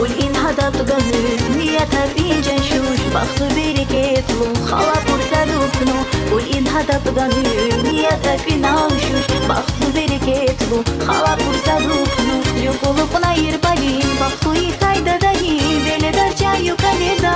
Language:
Tabassaran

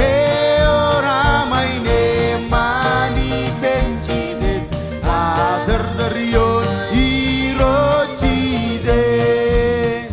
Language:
Marshallese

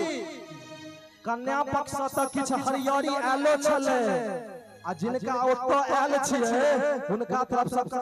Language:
Maithili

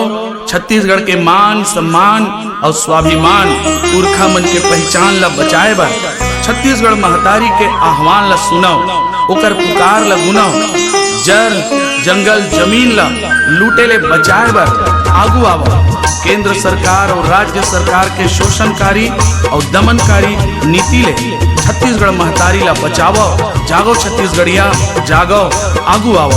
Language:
Chhattisgarhi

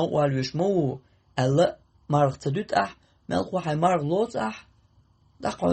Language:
Chechen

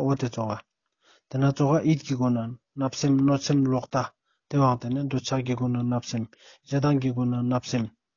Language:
Ladakhi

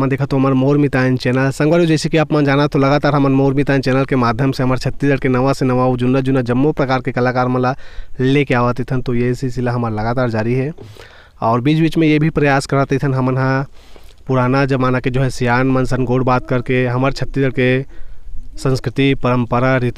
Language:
Chhattisgarhi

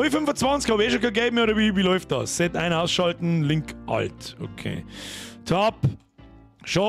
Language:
Bavarian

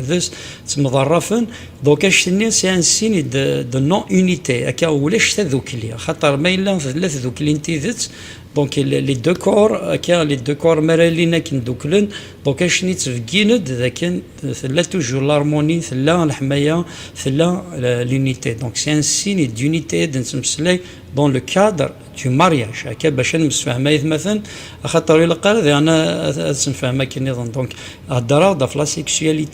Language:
Kabyle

